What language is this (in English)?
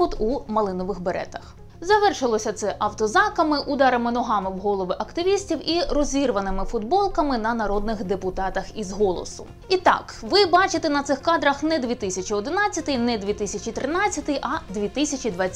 Ukrainian